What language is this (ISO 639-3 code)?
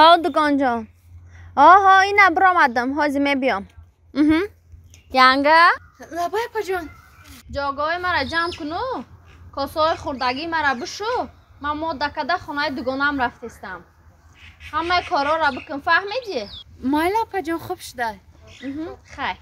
tgk